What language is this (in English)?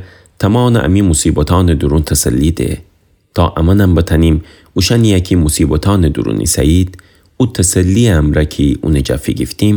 Gilaki